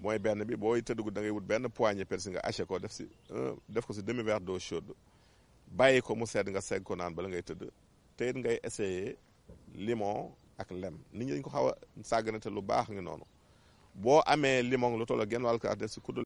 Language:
Wolof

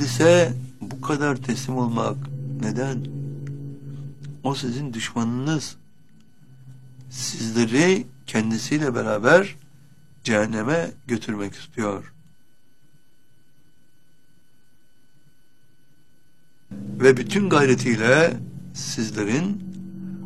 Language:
Turkish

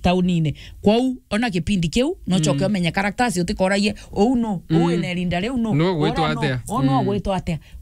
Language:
Meru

